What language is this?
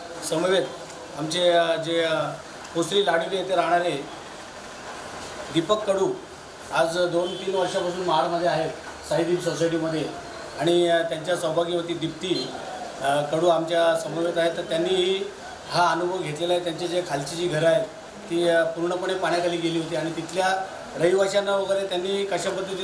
Marathi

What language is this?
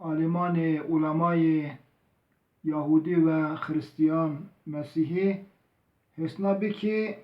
Zaza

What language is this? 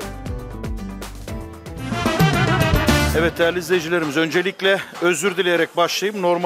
Turkish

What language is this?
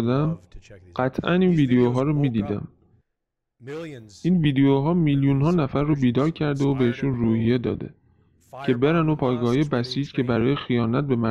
Persian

